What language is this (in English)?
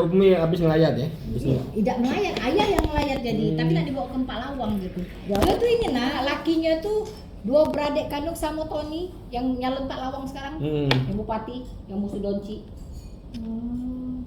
Musi